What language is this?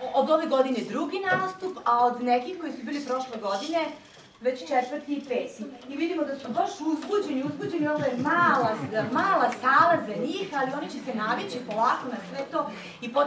Serbian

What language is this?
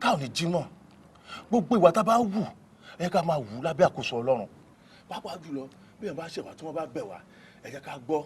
Yoruba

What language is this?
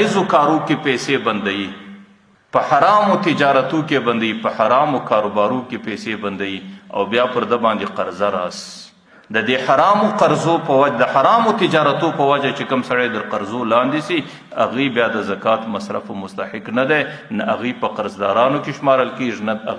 Pashto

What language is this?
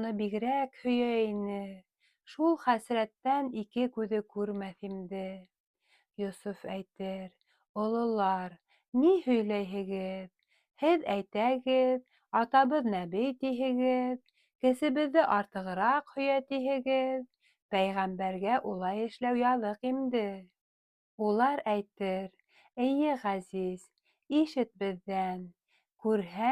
Bashkir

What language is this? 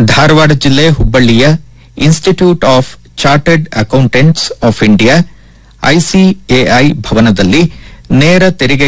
Kannada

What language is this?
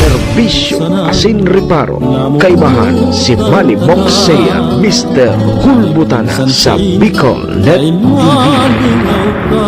Bikol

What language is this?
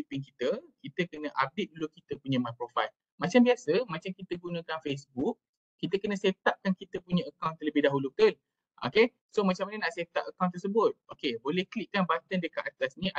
Malay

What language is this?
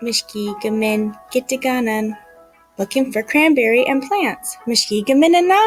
Ojibwa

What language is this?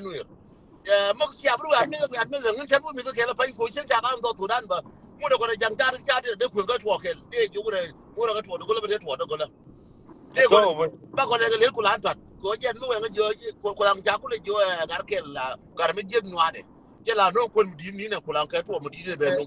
Nuer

